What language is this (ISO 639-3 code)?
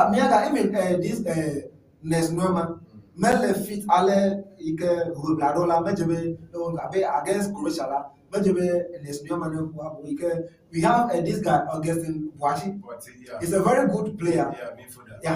ewe